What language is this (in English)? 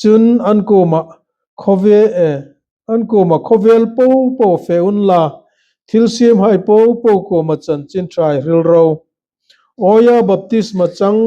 Hmar